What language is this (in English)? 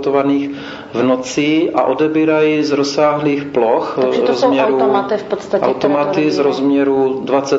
Czech